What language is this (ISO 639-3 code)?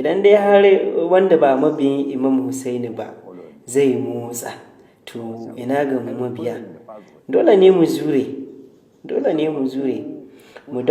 hau